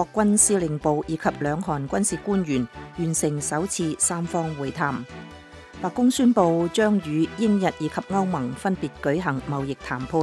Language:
Cantonese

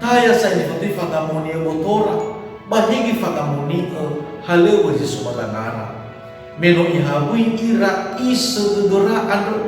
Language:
Nias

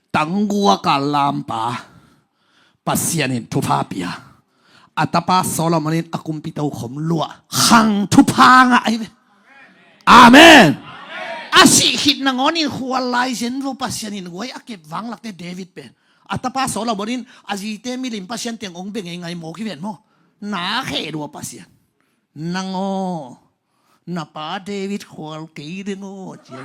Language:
Tedim Chin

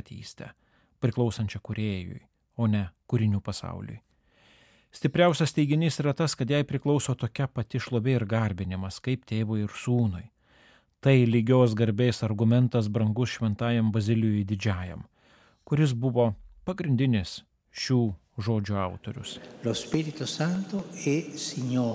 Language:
Lithuanian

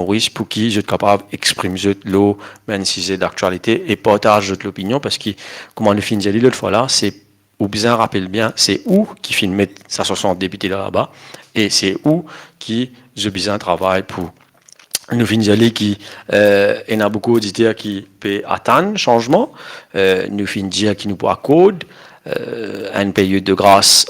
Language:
Morisyen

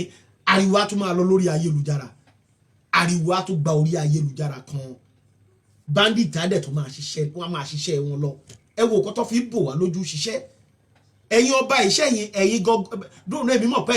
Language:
Yoruba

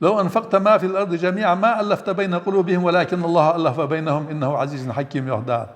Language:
Ingush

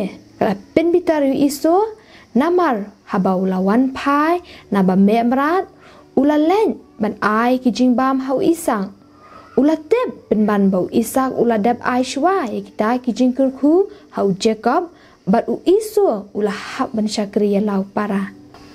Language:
Khasi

